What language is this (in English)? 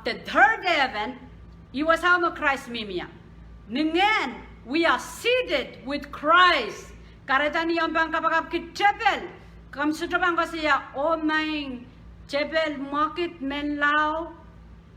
Pohnpeian